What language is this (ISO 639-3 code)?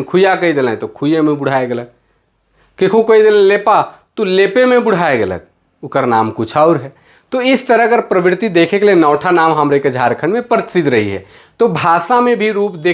sck